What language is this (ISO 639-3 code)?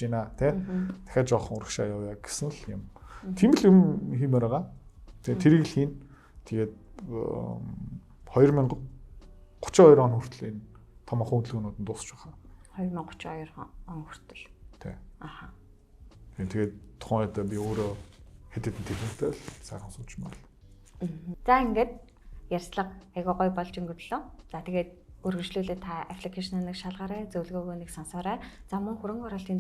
mon